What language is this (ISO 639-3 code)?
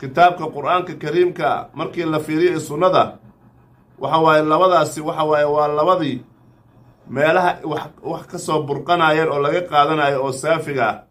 som